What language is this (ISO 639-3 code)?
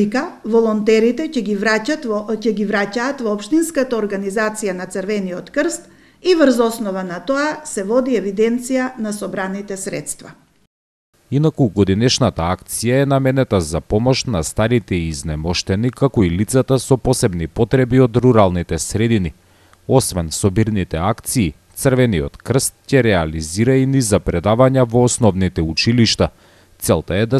mkd